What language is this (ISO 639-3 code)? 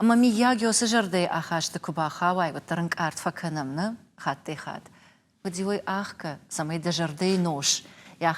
oss